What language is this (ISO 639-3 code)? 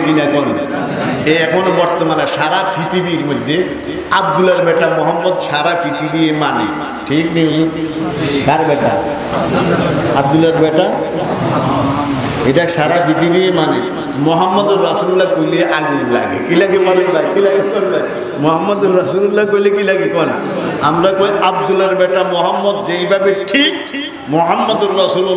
ben